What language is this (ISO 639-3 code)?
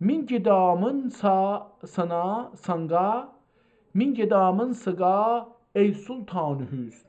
azb